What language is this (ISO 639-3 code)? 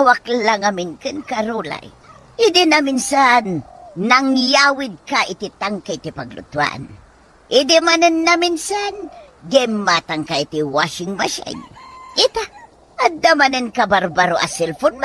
ilo